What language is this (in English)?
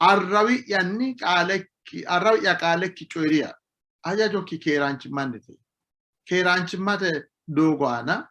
Sidamo